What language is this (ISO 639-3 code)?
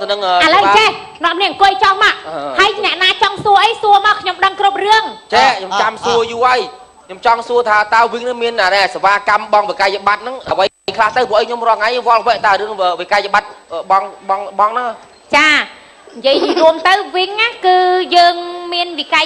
khm